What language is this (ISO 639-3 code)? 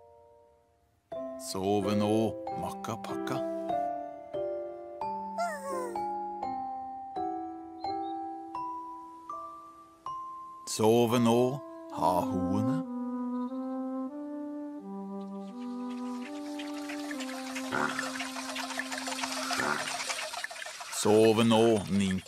nor